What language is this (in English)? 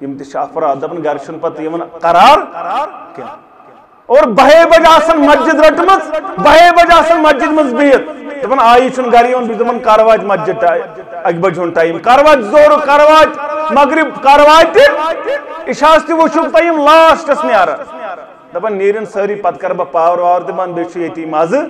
Kashmiri